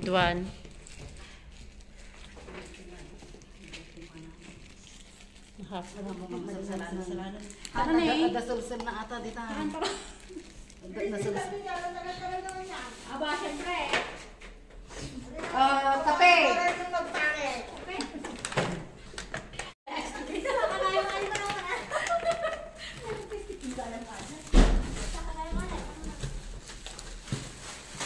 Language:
Filipino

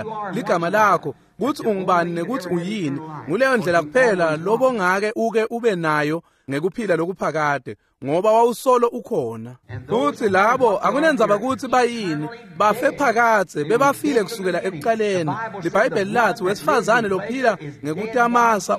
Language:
Swati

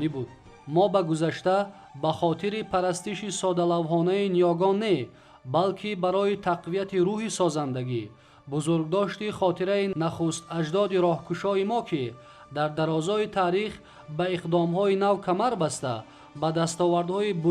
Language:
Tajik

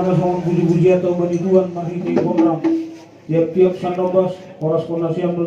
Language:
Batak Simalungun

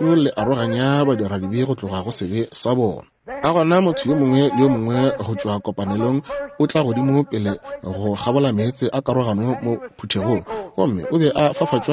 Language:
Northern Sotho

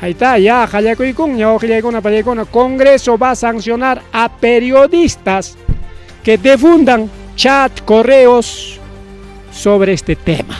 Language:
Ayacucho Quechua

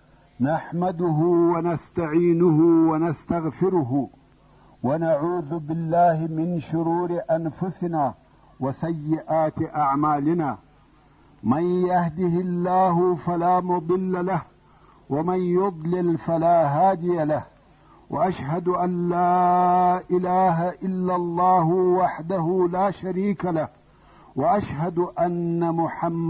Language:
Pashto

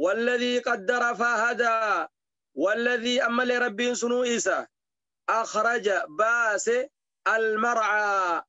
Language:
Oromo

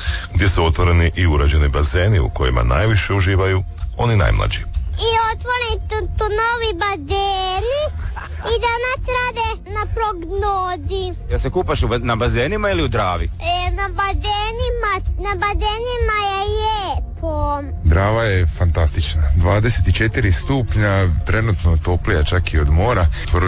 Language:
Croatian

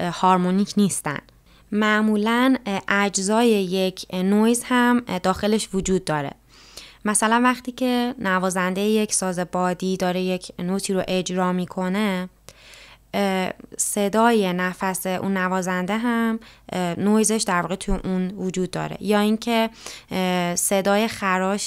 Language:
Persian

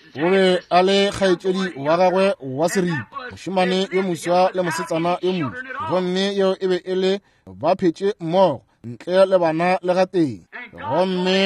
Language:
Northern Sotho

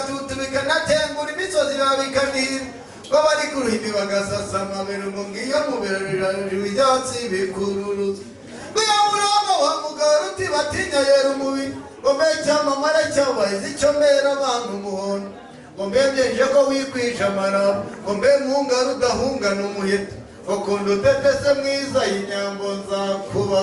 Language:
Kinyarwanda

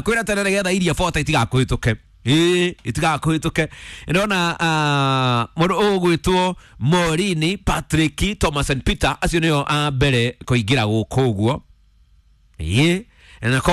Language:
Kikuyu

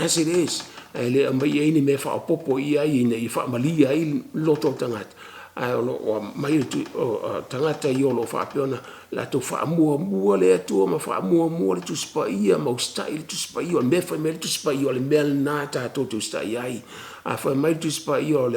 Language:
Samoan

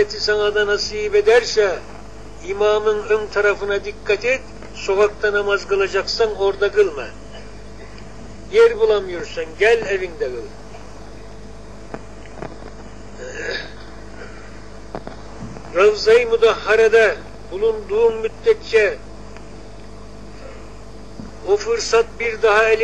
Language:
Turkish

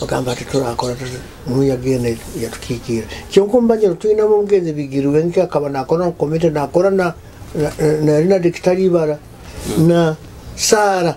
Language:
Nyoro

